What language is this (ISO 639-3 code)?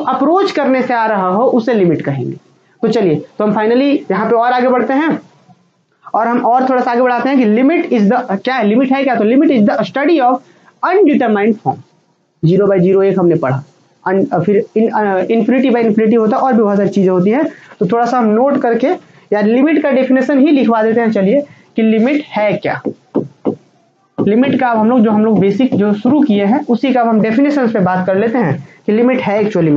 hin